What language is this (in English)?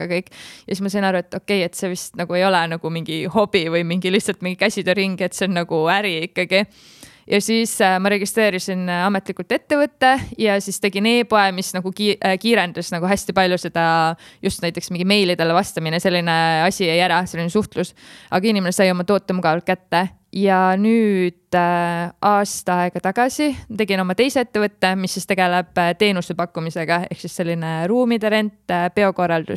Estonian